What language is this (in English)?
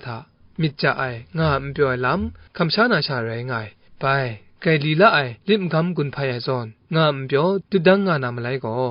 Kachin